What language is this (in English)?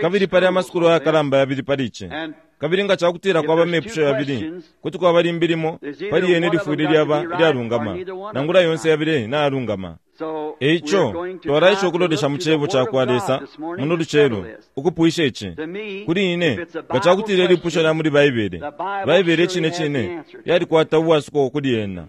Bemba